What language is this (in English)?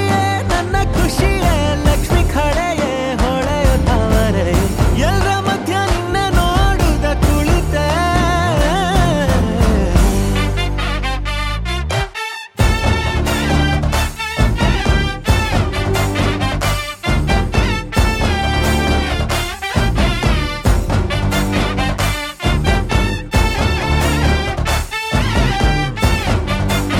Kannada